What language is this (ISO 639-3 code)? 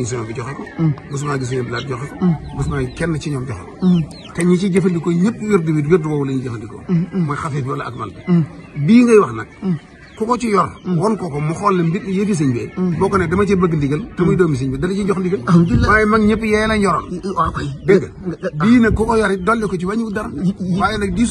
wol